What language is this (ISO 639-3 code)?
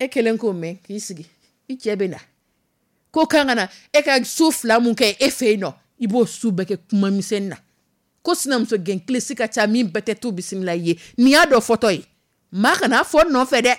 dyu